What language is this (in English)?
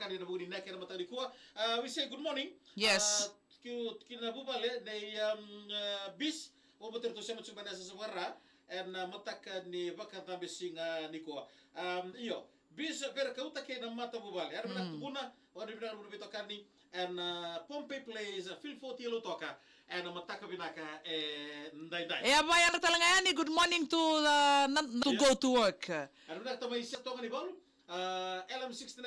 Fijian